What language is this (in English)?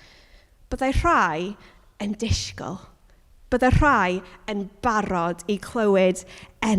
Welsh